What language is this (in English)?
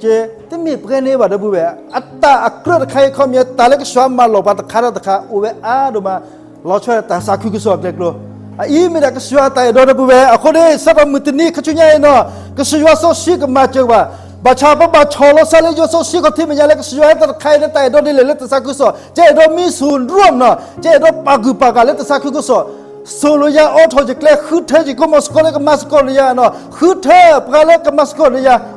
S'gaw Karen